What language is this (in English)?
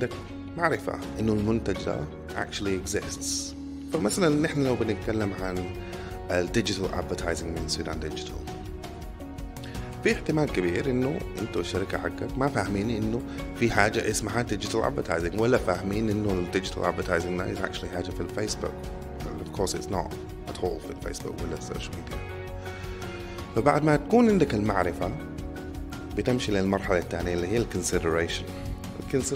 Sudanese Arabic